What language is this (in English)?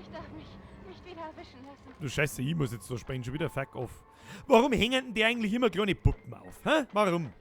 Bavarian